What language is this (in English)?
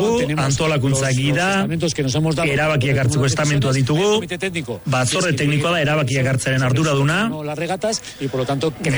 Basque